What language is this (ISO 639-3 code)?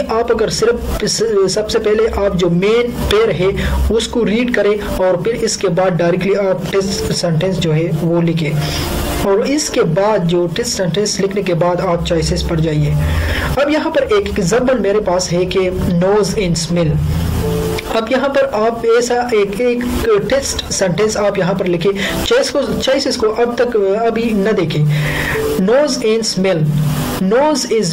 hin